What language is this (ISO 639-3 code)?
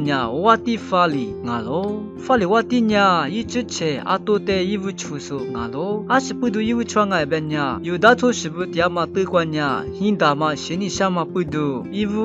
lis